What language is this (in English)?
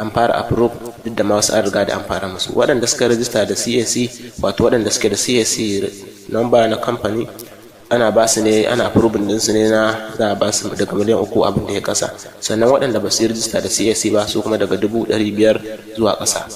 Hausa